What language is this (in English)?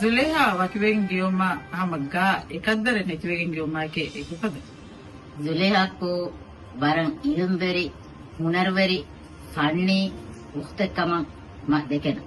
Divehi